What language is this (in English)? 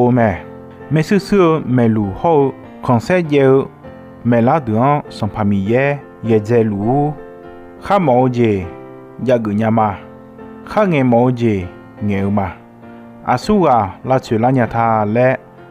Akha